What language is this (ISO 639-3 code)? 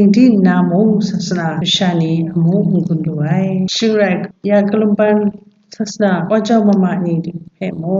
kac